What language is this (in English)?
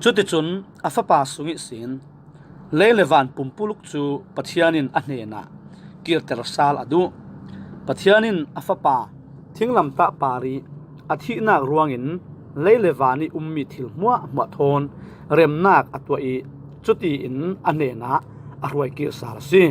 Falam Chin